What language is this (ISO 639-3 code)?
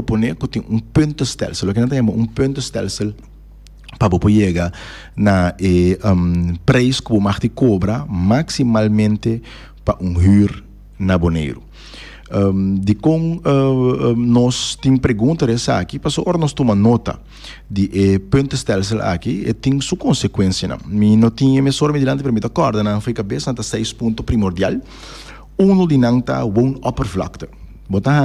pap